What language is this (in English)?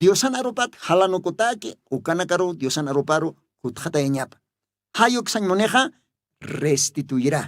Aymara